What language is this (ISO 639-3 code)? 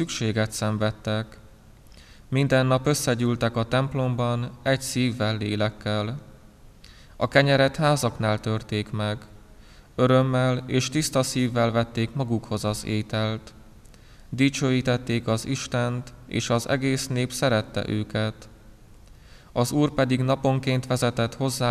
hun